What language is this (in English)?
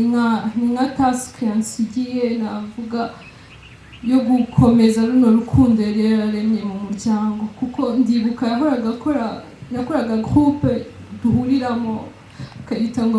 Kinyarwanda